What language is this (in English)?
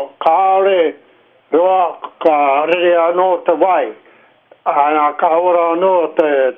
Māori